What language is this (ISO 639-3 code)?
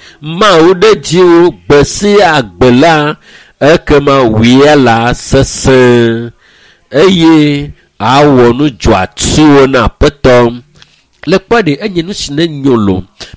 ewe